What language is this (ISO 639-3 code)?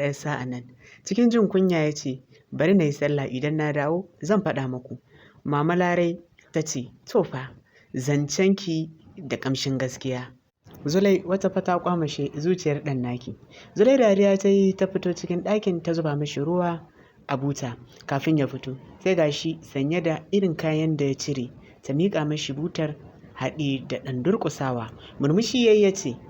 hau